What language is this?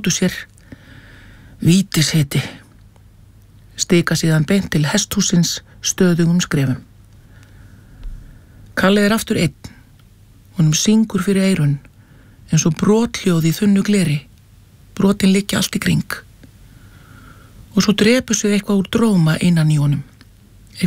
Icelandic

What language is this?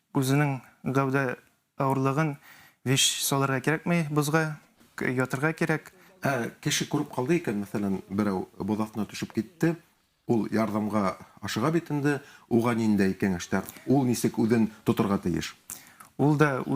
Bashkir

